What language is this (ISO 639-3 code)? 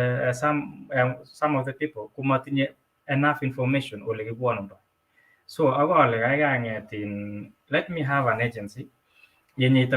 kln